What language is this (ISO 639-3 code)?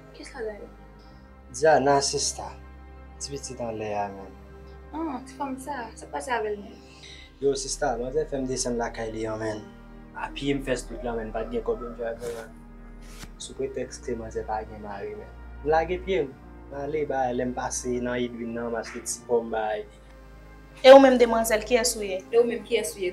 hat